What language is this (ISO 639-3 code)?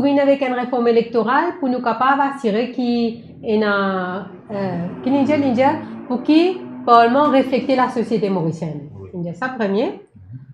mfe